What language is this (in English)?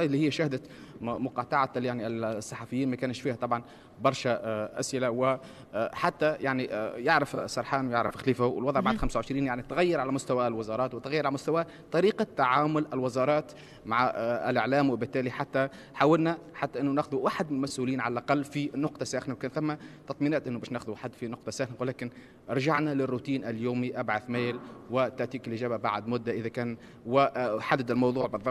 Tunisian Arabic